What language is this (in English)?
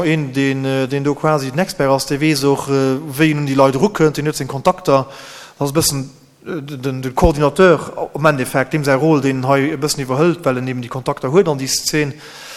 Luxembourgish